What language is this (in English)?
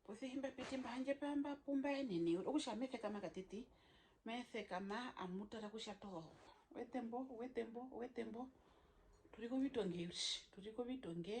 Herero